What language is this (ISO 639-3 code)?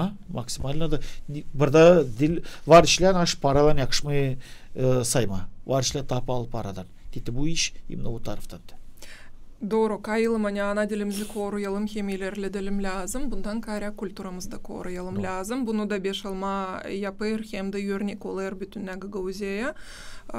gag